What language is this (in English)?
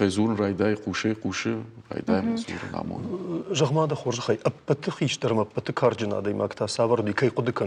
Ossetic